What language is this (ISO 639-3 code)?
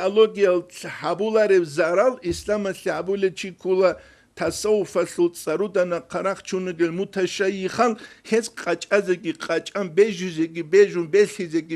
ava